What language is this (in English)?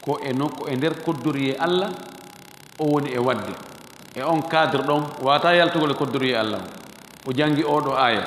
Fula